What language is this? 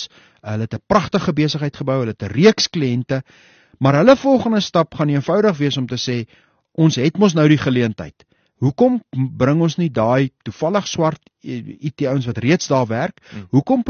Afrikaans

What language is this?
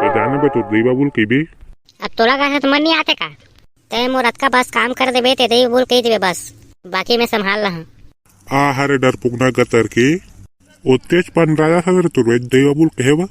Chhattisgarhi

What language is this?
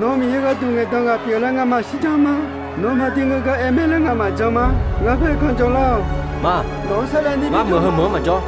Akha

